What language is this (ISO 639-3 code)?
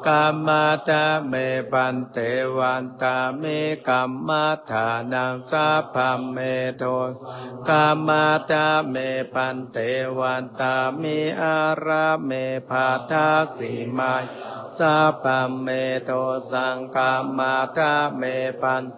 pli